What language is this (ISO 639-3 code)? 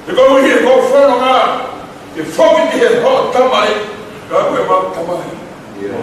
ton